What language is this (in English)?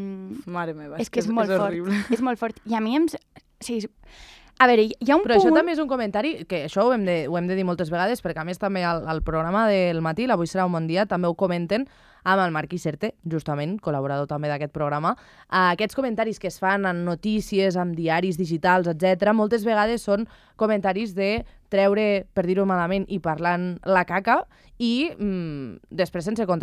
Catalan